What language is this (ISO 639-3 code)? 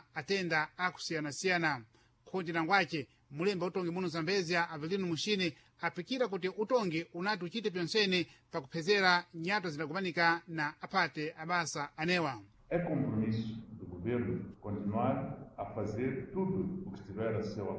seh